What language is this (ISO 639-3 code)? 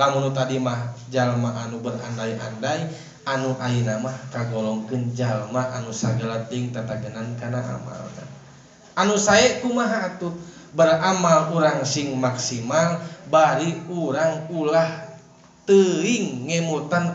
sun